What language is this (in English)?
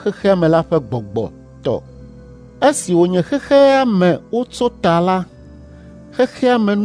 Ewe